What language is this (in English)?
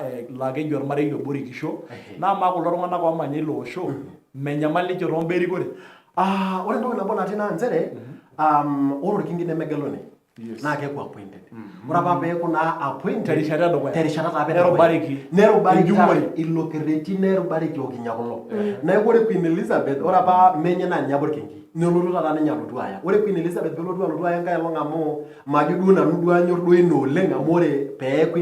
Masai